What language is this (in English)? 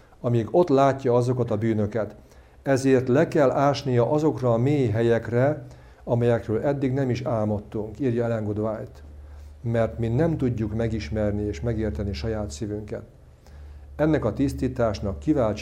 Hungarian